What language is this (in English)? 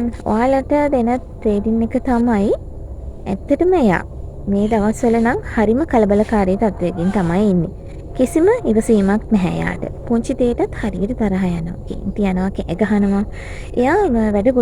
Sinhala